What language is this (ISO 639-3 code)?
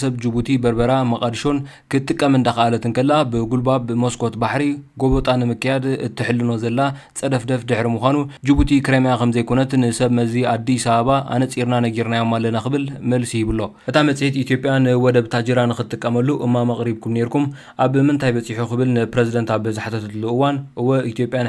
tir